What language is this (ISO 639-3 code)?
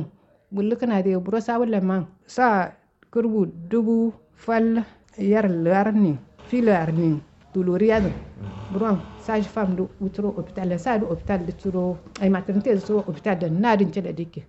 kau